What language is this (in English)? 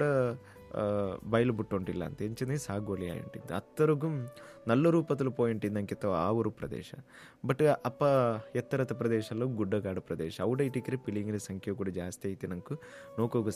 Kannada